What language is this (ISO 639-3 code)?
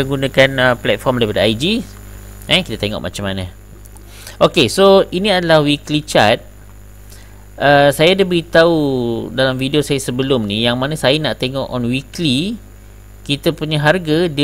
msa